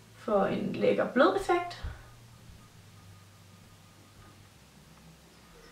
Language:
Danish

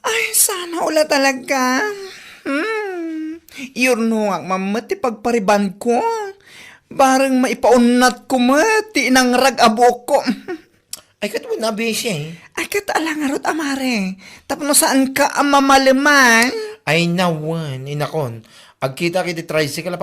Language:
Iloko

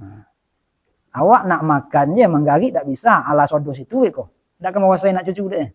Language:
Minangkabau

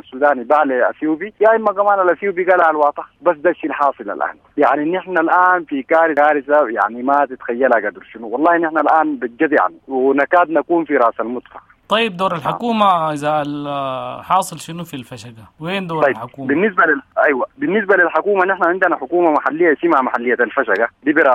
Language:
Sudanese Arabic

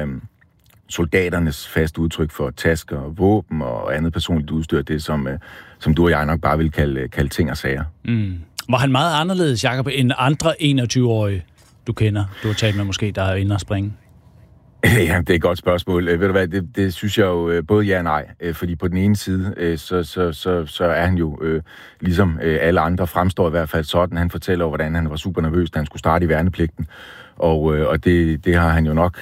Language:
Danish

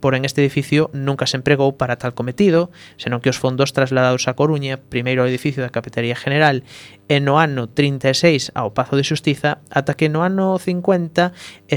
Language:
Galician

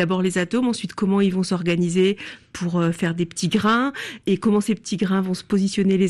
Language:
French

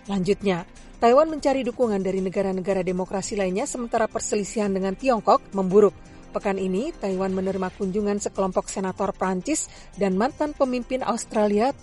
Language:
Indonesian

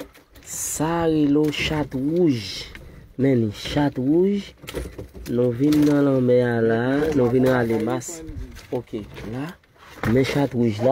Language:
Haitian Creole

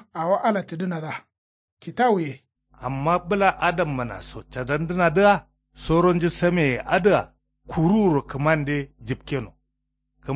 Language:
Kanuri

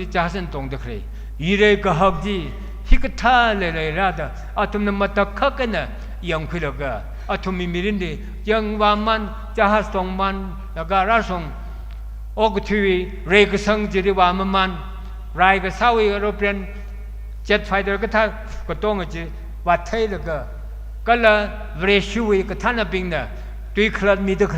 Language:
Tangkhul Naga (India)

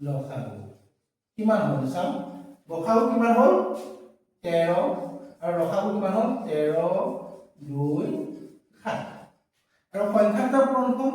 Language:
Assamese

